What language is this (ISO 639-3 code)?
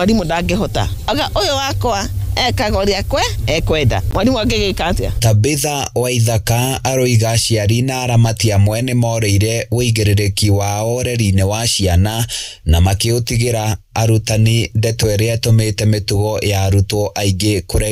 kik